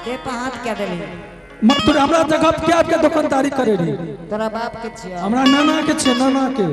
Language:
Angika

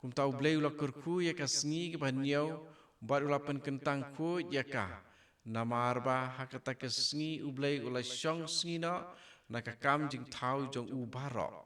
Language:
Khasi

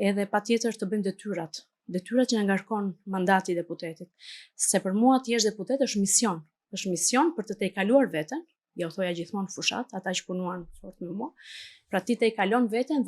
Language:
Albanian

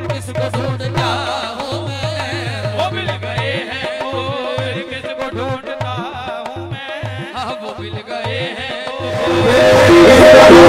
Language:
Hindi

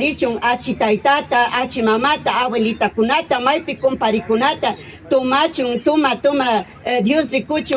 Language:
Imbabura Highland Quichua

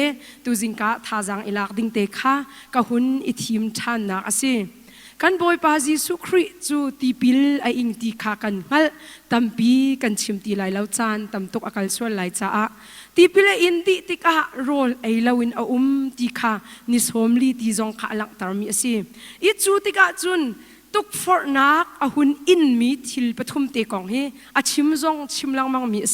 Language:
Hakha Chin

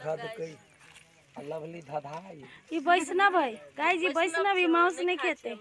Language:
Maithili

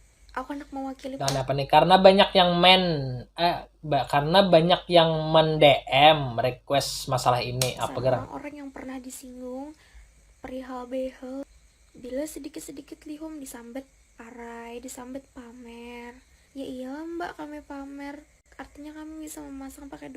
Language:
Banjar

